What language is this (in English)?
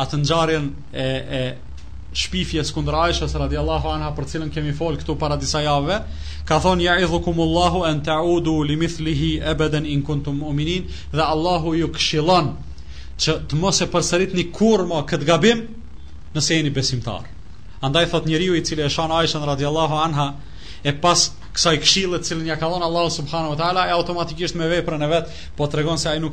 Albanian